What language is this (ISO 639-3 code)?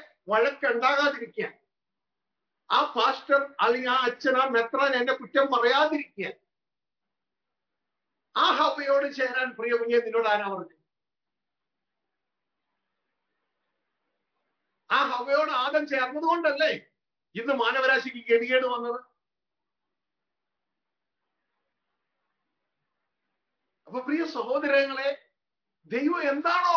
mal